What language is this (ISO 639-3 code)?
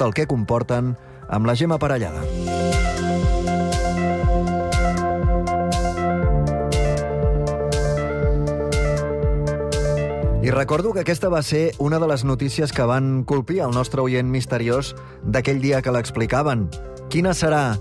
cat